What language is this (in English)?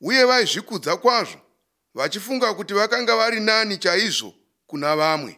Shona